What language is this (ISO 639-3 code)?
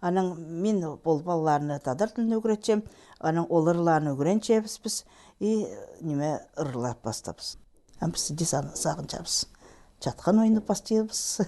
kjh